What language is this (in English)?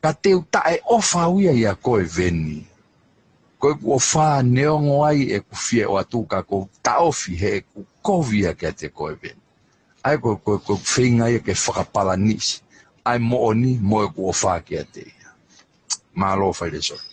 Tongan